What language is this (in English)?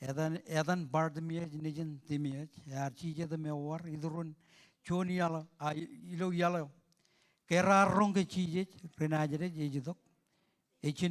Marshallese